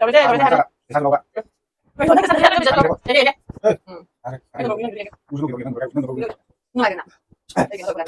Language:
Manipuri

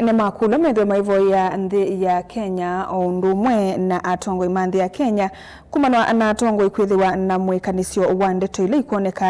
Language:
Kamba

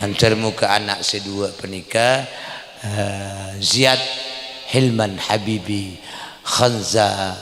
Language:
Madurese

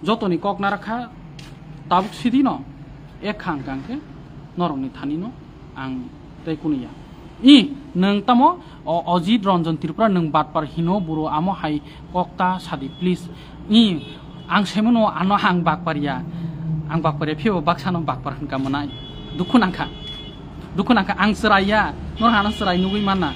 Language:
Kok Borok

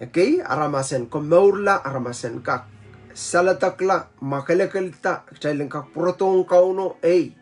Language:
Pohnpeian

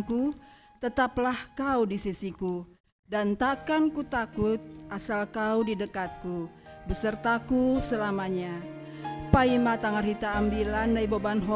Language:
Batak Simalungun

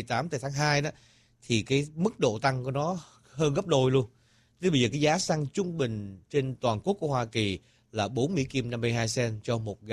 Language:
Vietnamese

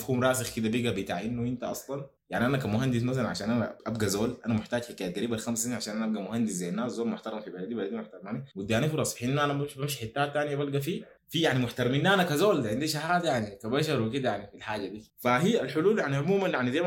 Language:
Sudanese Arabic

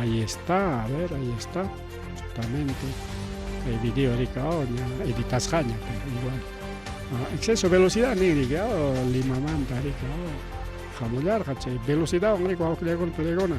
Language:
Ayacucho Quechua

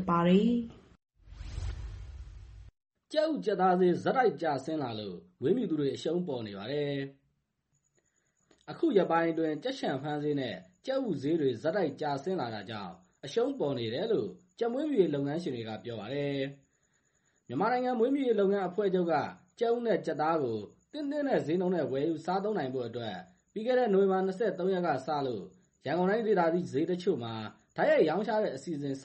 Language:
Burmese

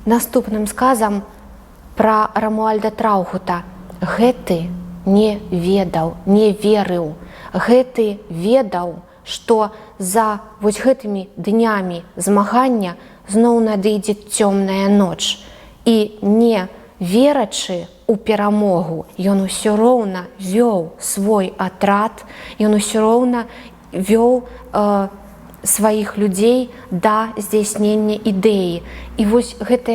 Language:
Belarusian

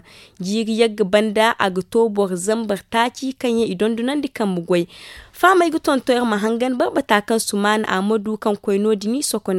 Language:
Zarma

